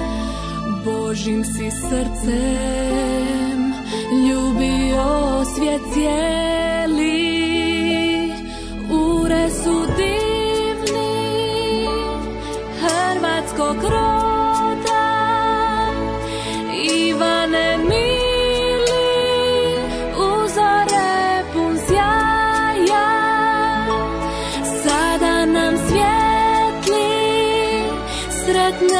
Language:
Croatian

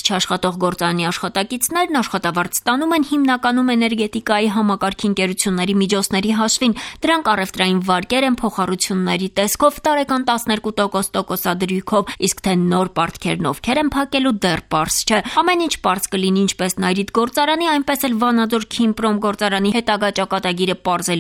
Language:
Armenian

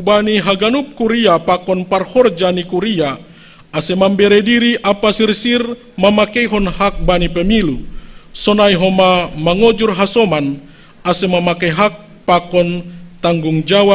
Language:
Batak Simalungun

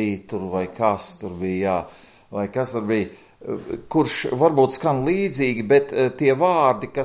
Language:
Latvian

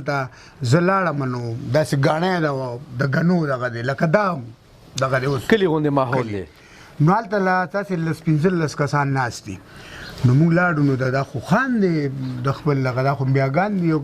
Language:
Pashto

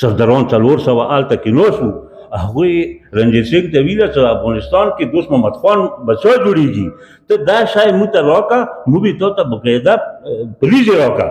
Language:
Pashto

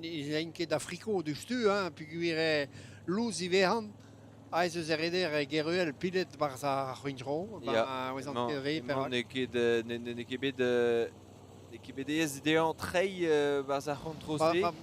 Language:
Breton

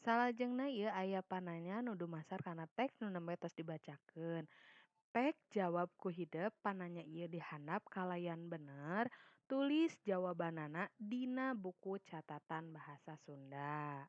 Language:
Sundanese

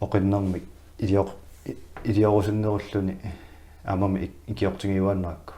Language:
Kalaallisut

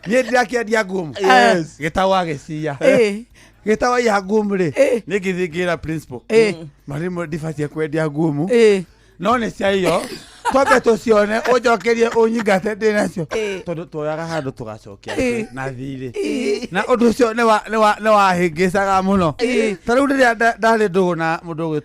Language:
Kikuyu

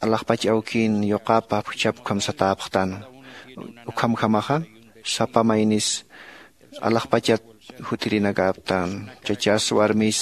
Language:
Aymara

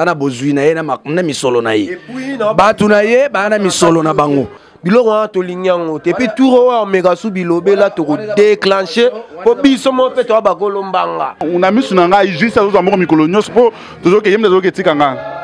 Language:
Lingala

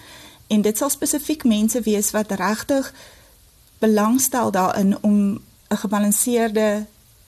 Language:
Afrikaans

